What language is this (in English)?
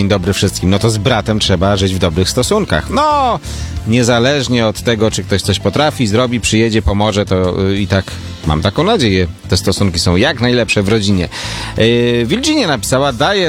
Polish